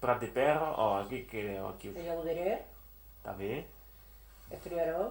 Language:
Occitan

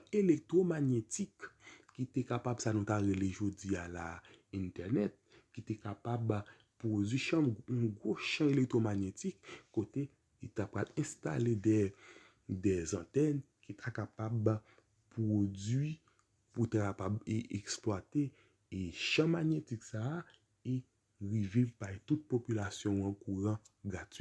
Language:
Haitian Creole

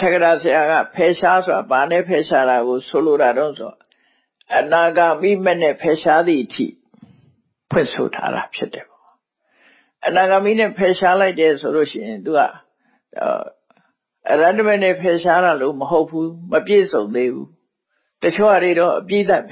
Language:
Burmese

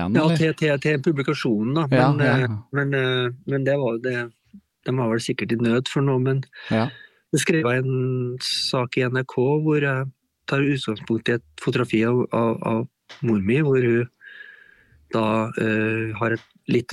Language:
Norwegian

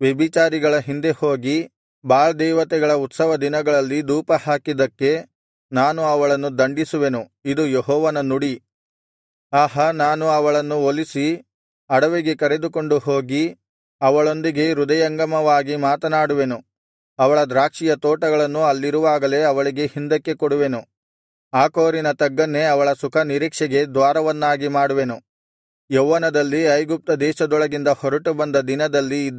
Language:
Kannada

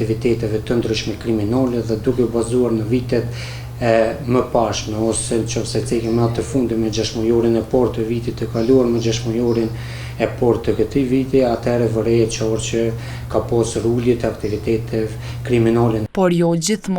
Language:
Albanian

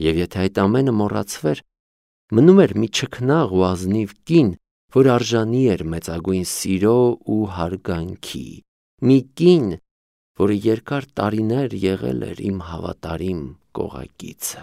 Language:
Armenian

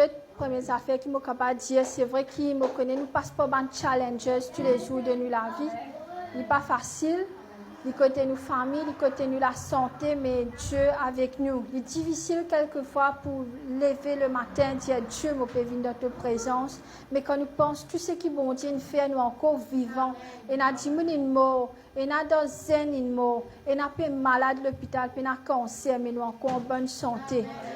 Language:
Morisyen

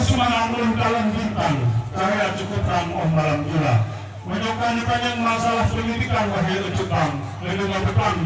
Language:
Achinese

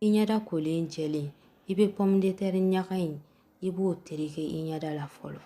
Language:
Bambara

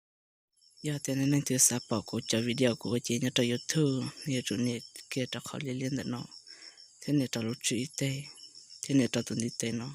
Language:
Hmong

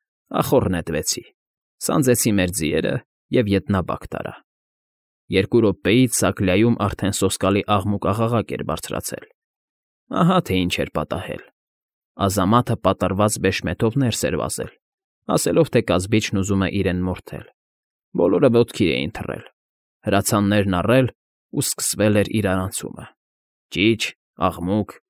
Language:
Armenian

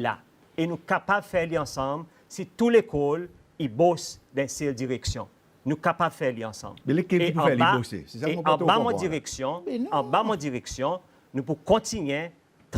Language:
Seselwa Creole French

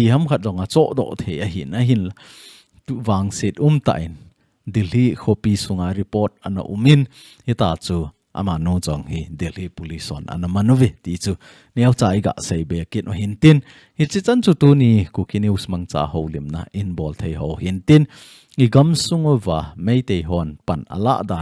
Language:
Thado Chin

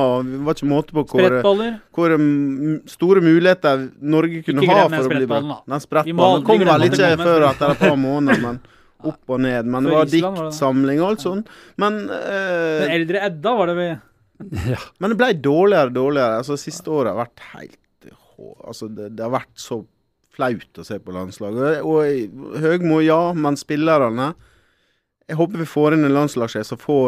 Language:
Norwegian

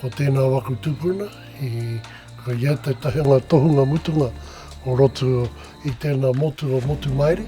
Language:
Māori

